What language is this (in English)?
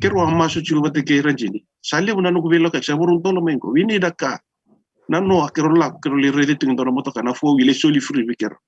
Fijian